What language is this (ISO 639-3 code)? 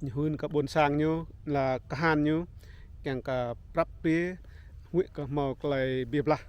rad